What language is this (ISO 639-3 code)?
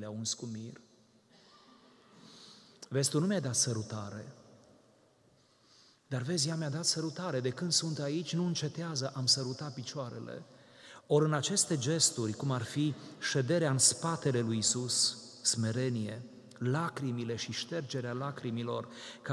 ron